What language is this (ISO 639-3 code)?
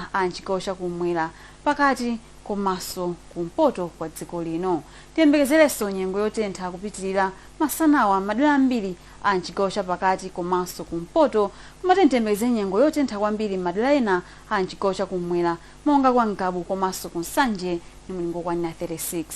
nya